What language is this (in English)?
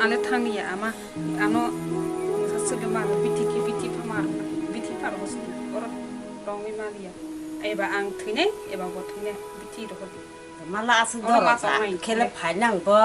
Kok Borok